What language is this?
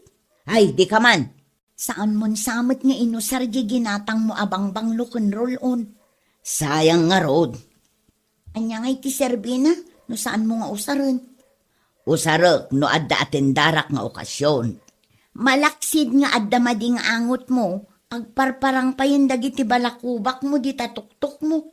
Iloko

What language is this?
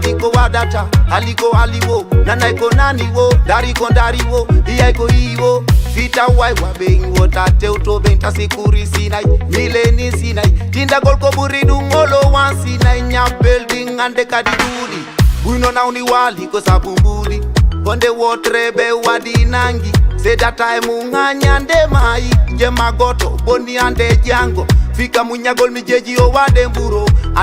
Fula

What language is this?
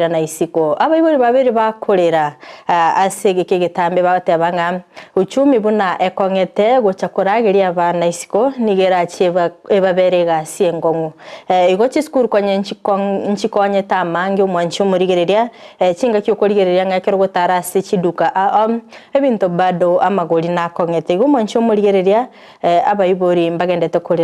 Gusii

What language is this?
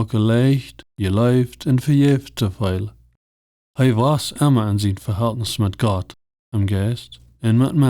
Plautdietsch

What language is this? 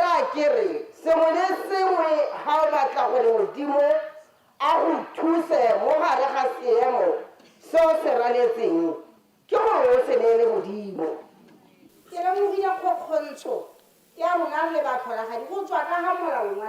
Tswana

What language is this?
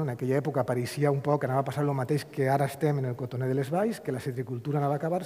Catalan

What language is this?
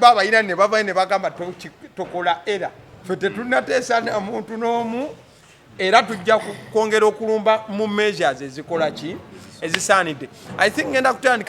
Ganda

